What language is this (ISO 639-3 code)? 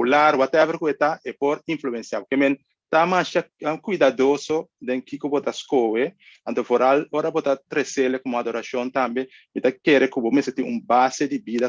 pap